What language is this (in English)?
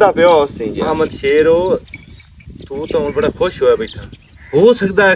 Western Panjabi